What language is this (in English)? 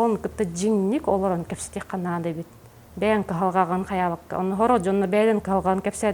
Yakut